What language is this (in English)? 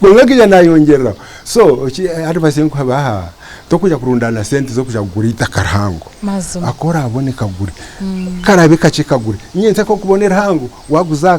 Nyankole